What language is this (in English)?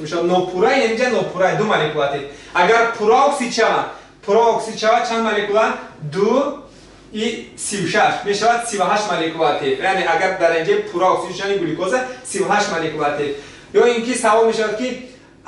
Tajik